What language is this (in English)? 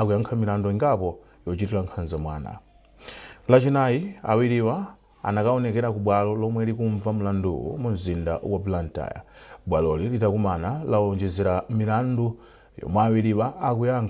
Nyanja